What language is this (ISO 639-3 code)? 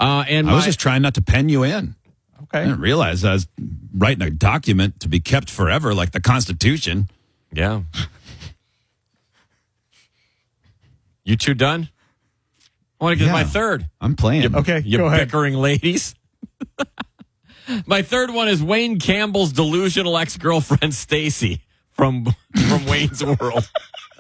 eng